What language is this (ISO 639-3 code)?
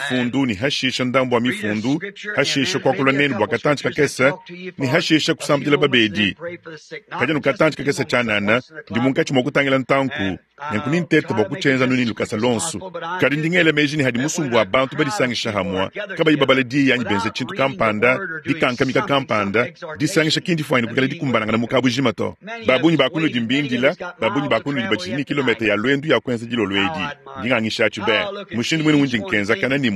lua